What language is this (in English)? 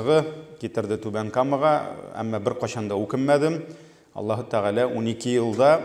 Tatar